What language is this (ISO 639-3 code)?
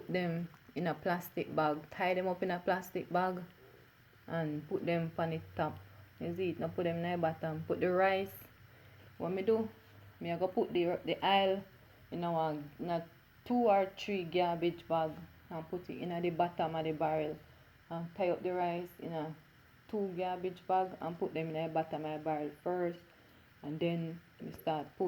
jam